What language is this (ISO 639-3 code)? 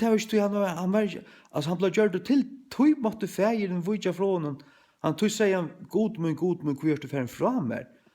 fao